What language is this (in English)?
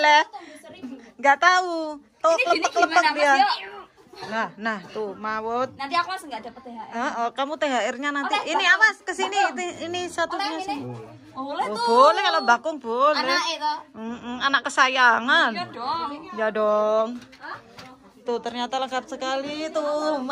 Indonesian